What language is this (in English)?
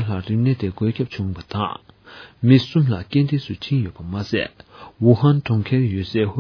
Tibetan